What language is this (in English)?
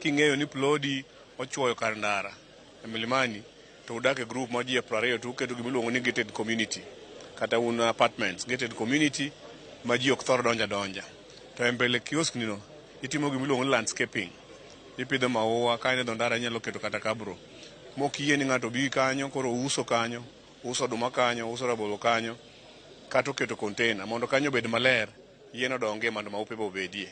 Luo (Kenya and Tanzania)